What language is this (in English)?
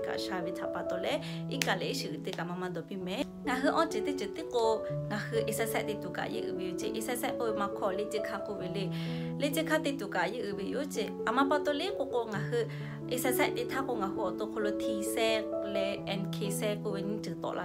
Lahu